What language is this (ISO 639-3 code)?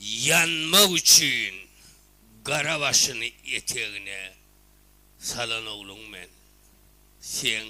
tuk